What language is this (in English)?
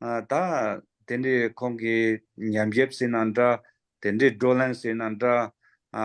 Tibetan